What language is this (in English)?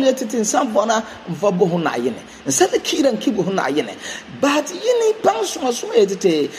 Frafra